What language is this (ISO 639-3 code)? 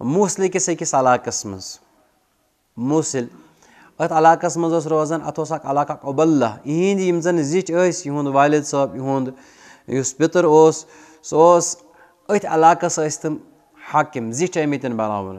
kas